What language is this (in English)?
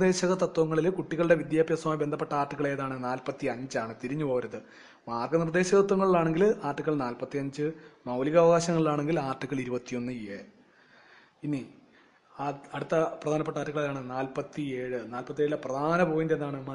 Malayalam